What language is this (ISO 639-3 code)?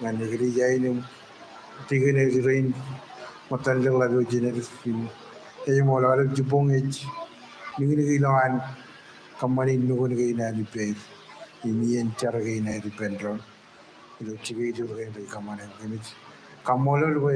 mah